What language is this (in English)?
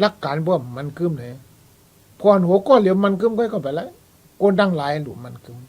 Shan